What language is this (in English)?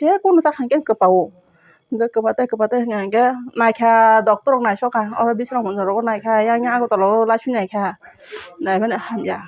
Kok Borok